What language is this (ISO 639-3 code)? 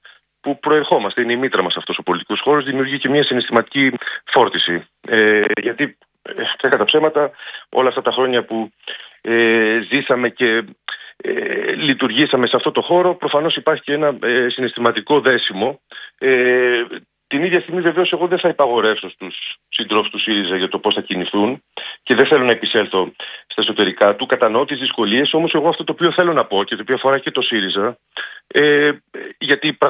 ell